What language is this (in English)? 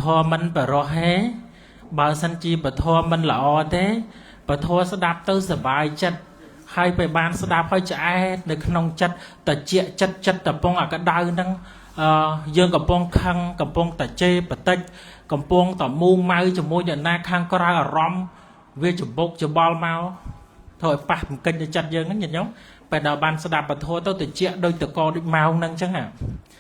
Khmer